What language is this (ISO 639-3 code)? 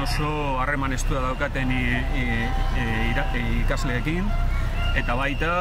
eus